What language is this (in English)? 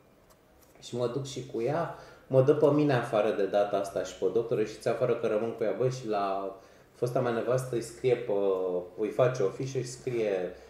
Romanian